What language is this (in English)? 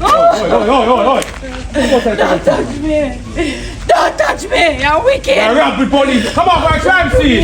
Jamaican Creole English